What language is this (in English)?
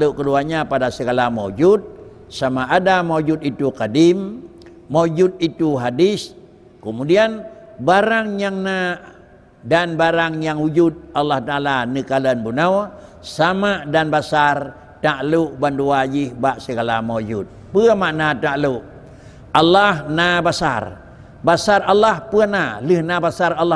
Achinese